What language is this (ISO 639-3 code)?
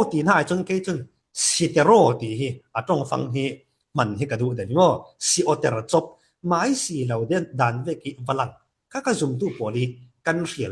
cfm